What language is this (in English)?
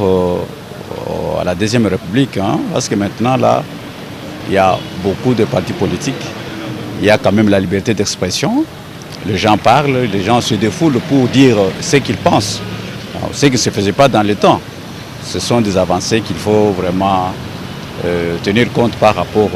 Lingala